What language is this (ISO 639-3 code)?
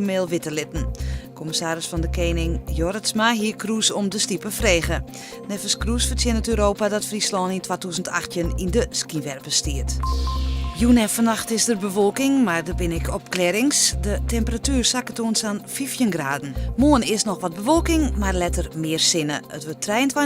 fry